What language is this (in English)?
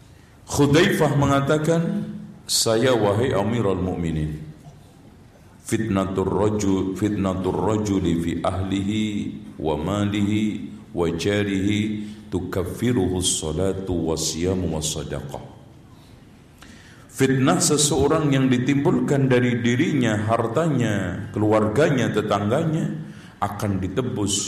Indonesian